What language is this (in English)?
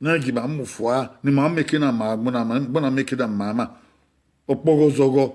Bini